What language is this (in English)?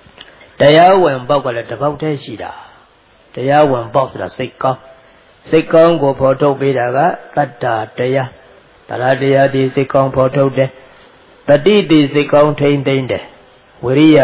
Burmese